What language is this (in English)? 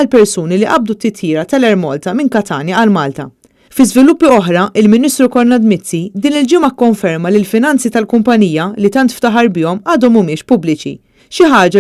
Maltese